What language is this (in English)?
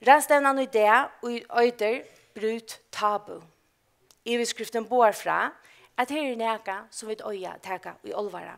Faroese